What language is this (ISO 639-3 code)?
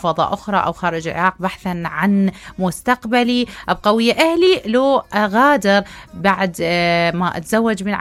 acm